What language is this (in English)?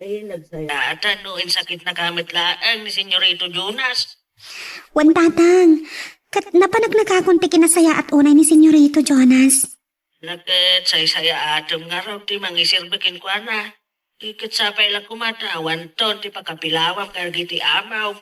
Iloko